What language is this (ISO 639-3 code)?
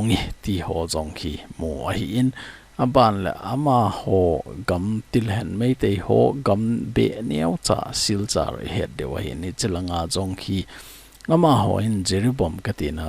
tcz